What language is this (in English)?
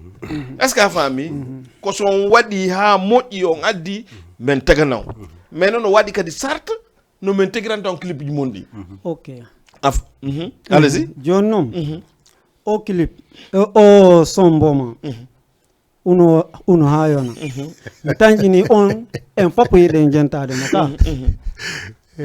Fula